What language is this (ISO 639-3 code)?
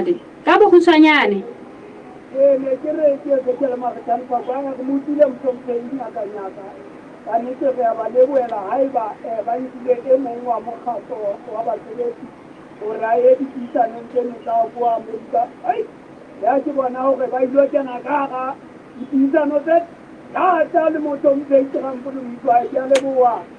sot